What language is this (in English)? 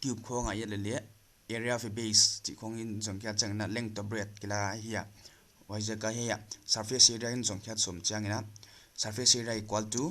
Paite Chin